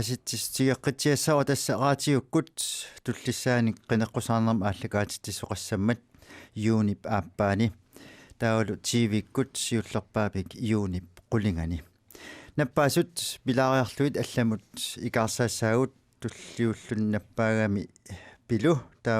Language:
Kalaallisut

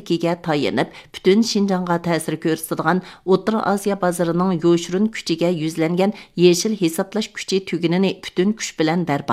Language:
Uyghur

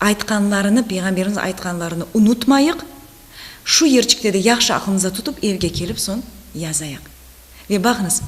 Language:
Crimean Tatar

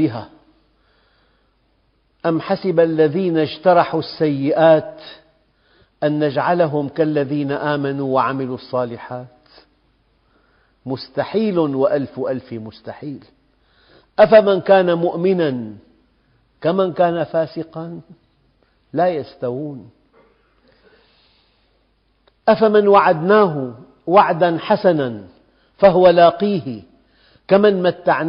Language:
Arabic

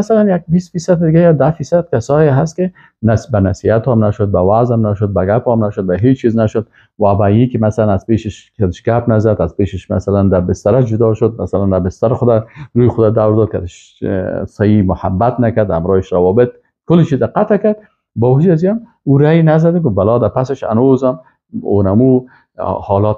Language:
Persian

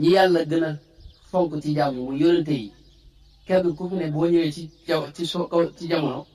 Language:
Wolof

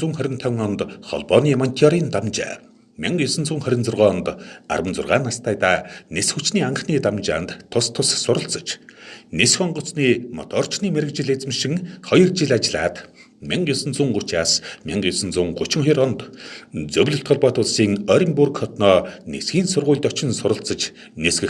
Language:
Mongolian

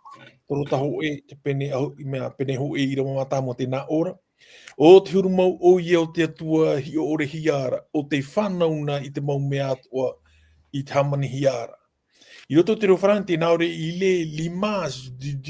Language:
Tahitian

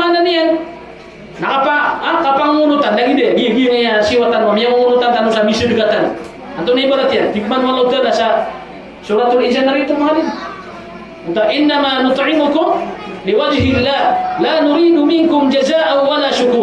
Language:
Maranao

